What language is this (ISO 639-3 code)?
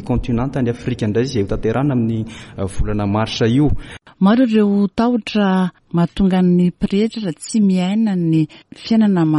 mlg